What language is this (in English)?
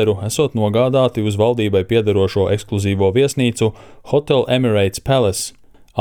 Latvian